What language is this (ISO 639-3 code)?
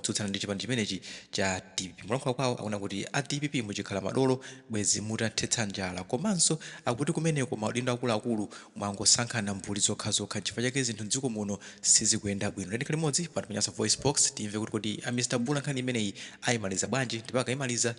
nya